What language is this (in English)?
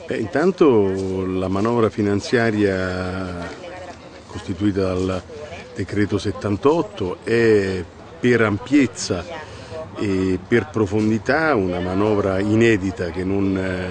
Italian